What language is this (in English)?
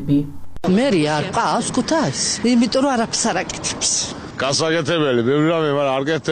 Georgian